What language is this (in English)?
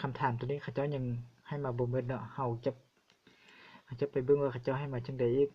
Lao